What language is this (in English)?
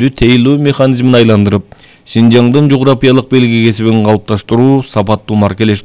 Kyrgyz